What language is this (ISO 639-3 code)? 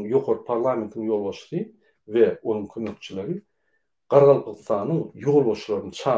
tuk